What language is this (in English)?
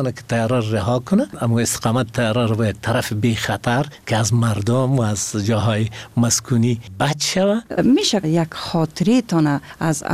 Persian